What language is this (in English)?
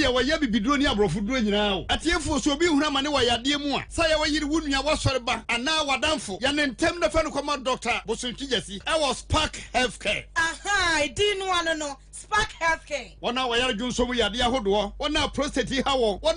Akan